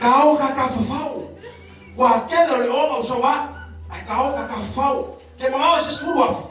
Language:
Samoan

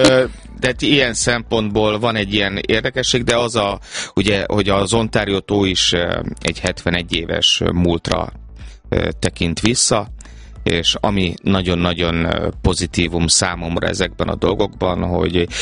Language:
Hungarian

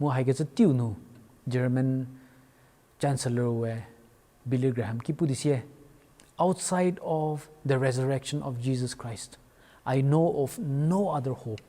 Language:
Angami Naga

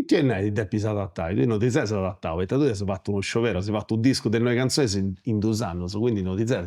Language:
Sardinian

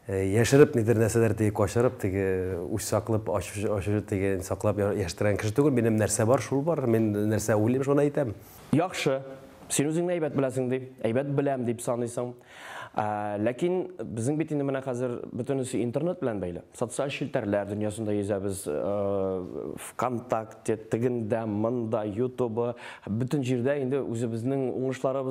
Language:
Tatar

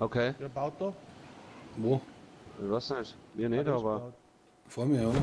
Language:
Bavarian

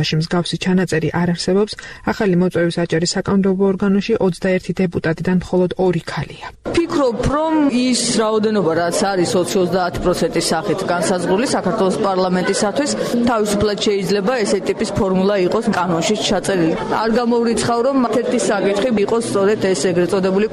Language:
Georgian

